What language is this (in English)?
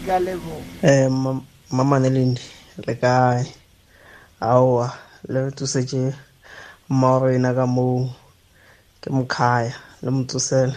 Tswana